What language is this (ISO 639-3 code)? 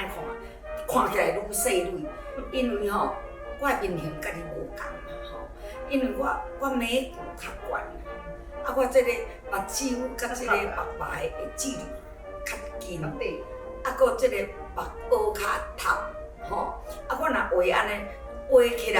nan